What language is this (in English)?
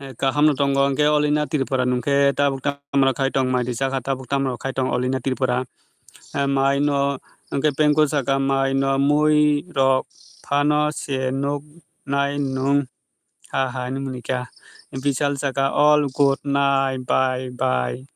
Kok Borok